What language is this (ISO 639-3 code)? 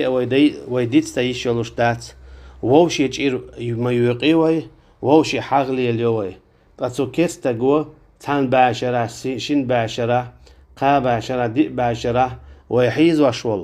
che